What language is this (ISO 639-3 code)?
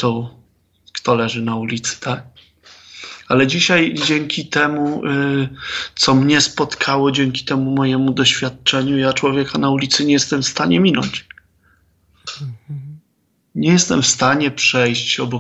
pol